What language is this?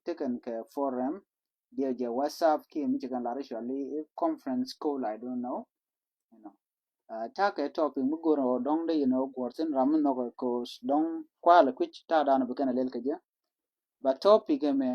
Nuer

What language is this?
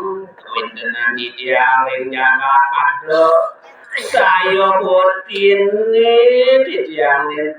Balinese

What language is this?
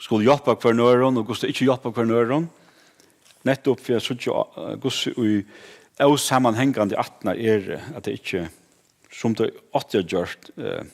Faroese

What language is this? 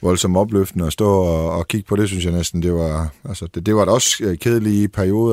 Danish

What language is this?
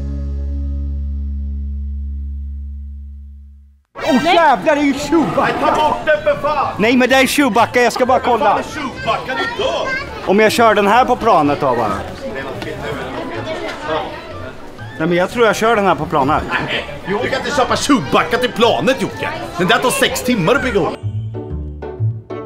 Swedish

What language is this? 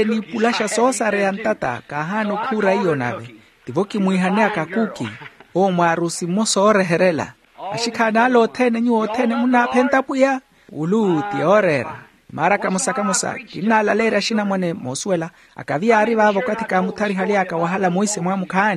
Makhuwa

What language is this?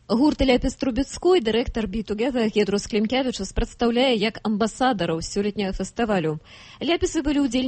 Belarusian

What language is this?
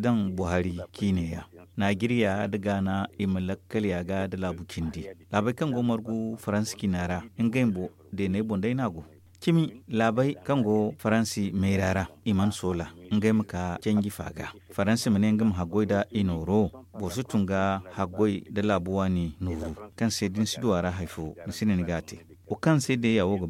Zarma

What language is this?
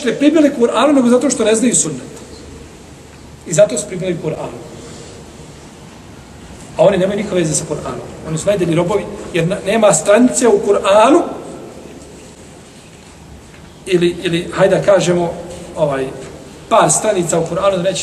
Bosnian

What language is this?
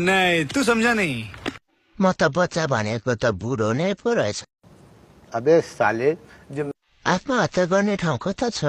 Nepali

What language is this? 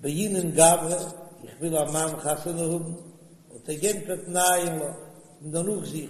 Yiddish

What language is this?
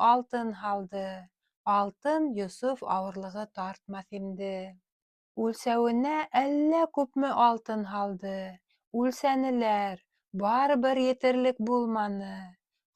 Bashkir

